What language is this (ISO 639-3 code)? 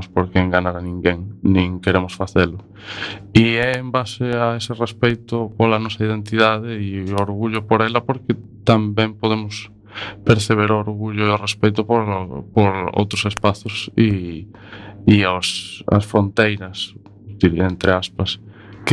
glg